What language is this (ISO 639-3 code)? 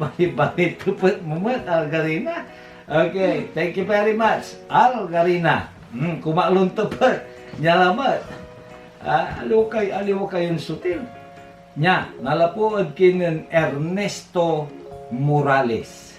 pag